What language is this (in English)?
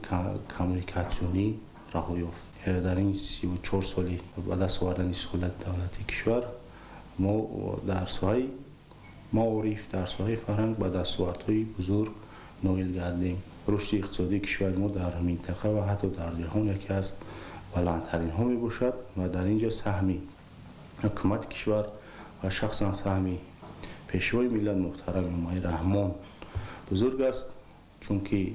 Tajik